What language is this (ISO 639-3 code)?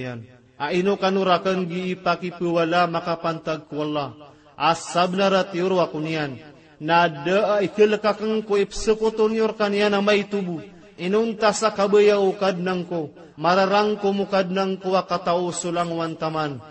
mrw